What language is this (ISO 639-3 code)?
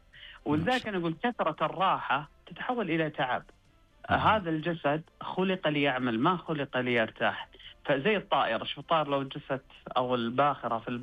ars